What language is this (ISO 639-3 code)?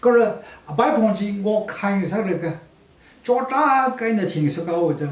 nmf